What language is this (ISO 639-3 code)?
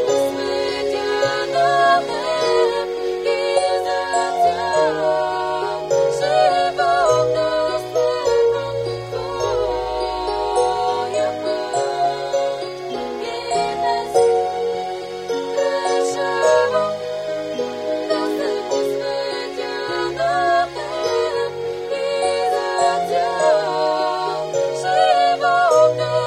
bul